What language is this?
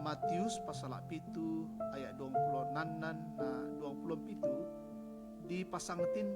Toraja-Sa'dan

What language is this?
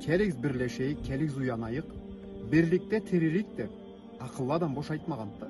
Karachay-Balkar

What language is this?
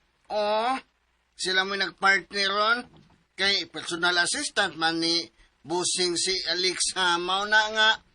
Cebuano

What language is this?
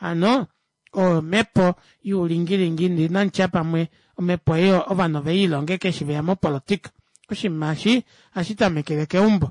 Kuanyama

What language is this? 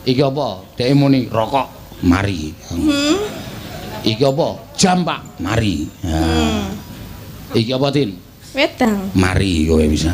Javanese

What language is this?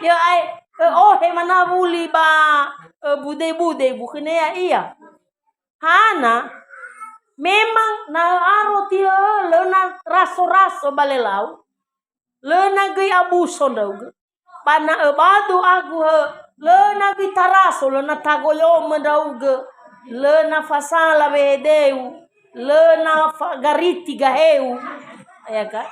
Nias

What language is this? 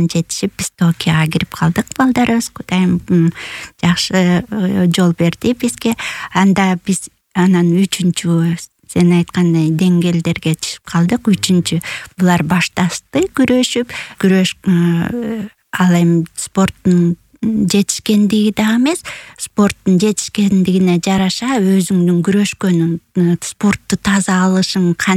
Kyrgyz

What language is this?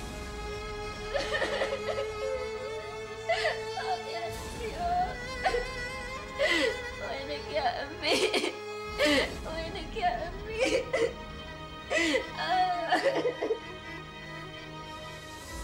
North Levantine Arabic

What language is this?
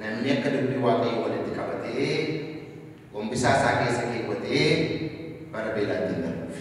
Oromo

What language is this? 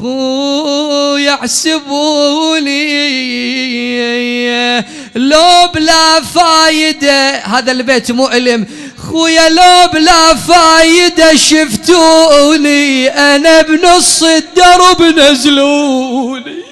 Mesopotamian Arabic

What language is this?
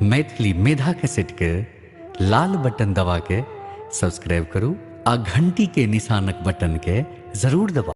Maithili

